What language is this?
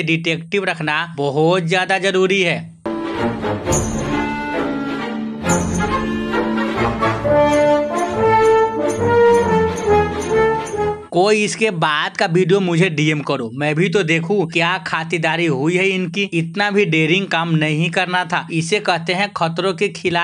Hindi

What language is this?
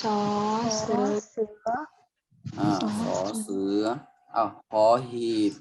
Shan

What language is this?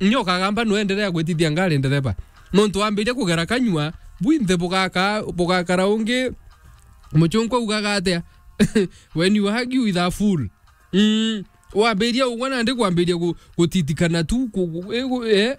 Meru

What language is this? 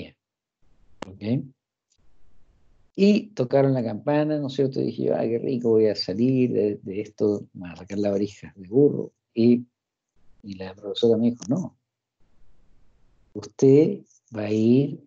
Spanish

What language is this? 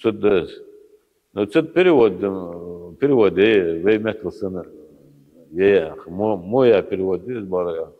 Ingush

